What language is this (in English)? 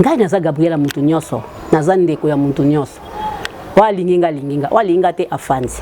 Lingala